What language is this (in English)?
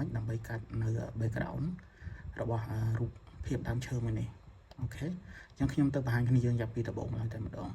Khmer